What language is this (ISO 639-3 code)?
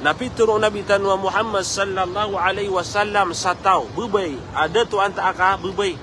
mrw